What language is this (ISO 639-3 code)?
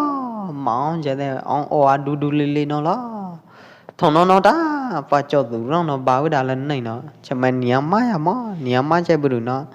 kjp